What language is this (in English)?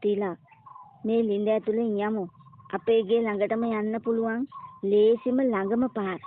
Sinhala